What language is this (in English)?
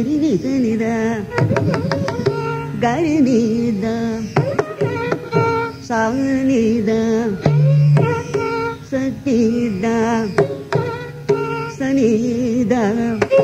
Telugu